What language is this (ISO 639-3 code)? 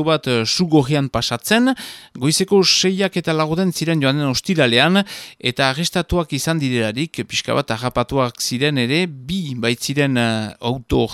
eus